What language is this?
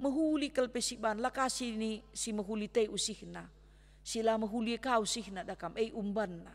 Batak Karo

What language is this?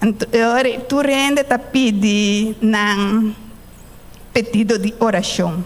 Papiamento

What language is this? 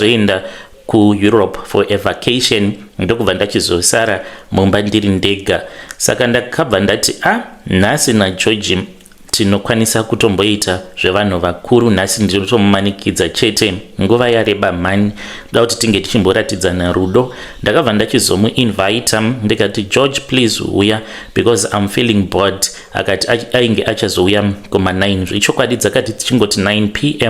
Shona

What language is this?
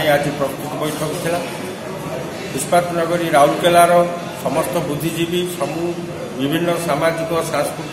Odia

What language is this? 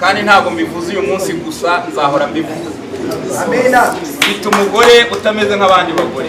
Kinyarwanda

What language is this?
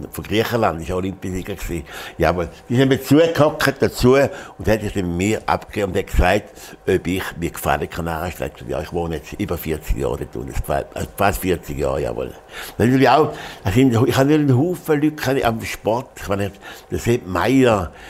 Swiss German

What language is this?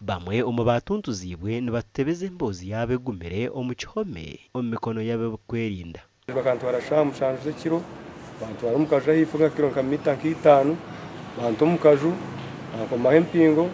Nyankole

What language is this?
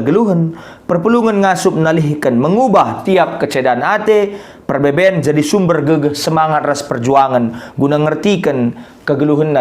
Batak Karo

